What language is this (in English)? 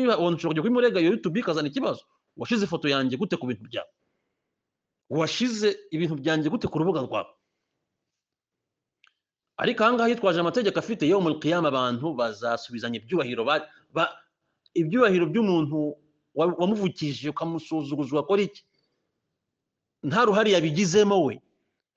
Kinyarwanda